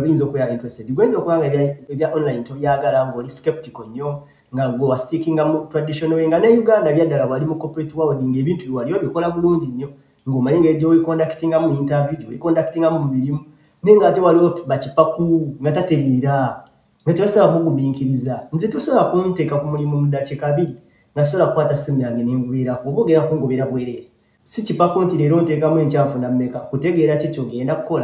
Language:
Ganda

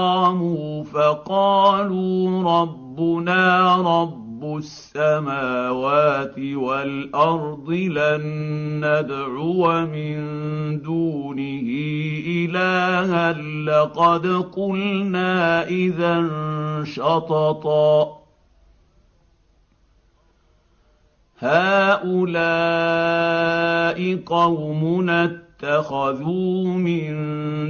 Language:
Arabic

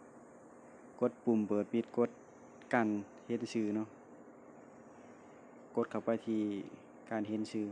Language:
Lao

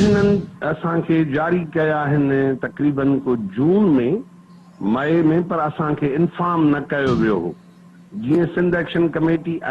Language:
Sindhi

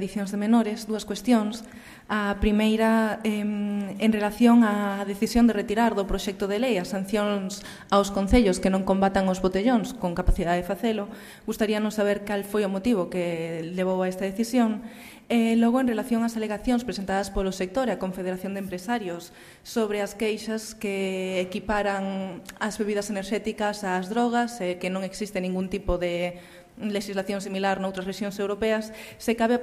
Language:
Galician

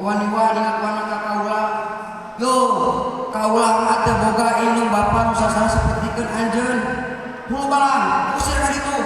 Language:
Sundanese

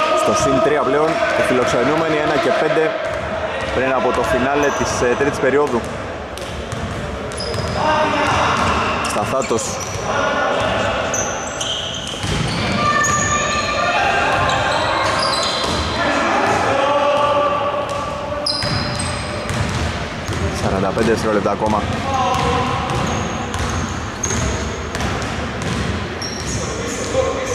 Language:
Greek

